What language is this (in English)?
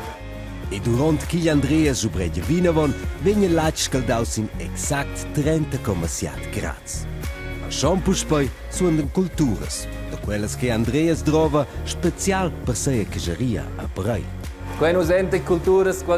Romansh